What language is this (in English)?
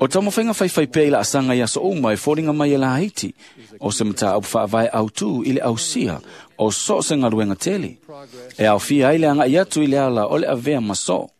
Samoan